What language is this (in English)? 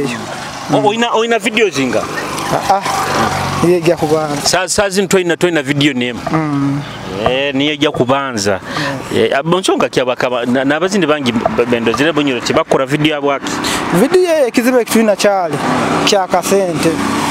Nyoro